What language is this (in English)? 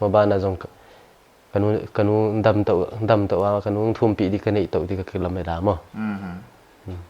Paite Chin